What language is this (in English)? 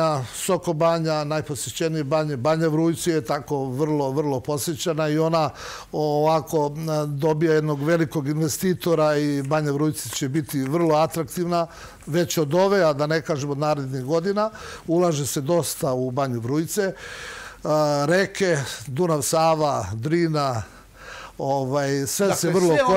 Serbian